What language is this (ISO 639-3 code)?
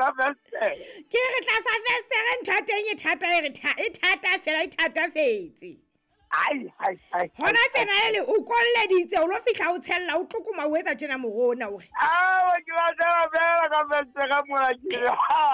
sot